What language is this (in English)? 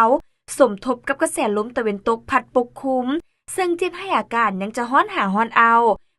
Lao